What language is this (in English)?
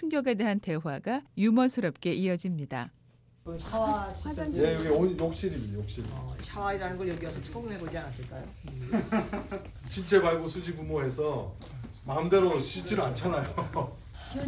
Korean